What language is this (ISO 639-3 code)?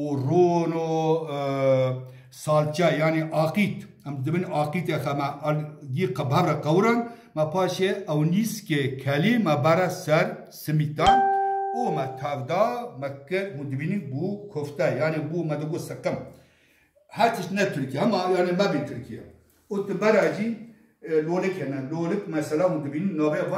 kur